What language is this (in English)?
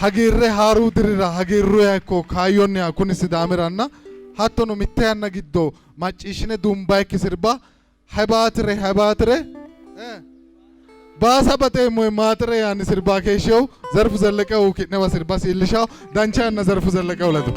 Sidamo